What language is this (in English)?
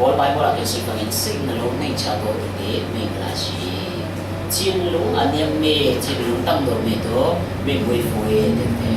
Falam Chin